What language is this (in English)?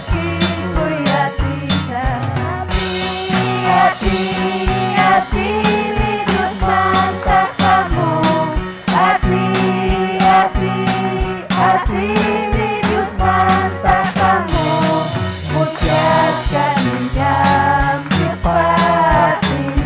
Ayacucho Quechua